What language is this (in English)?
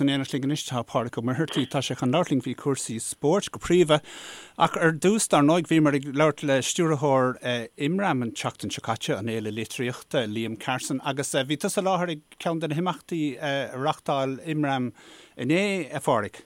Irish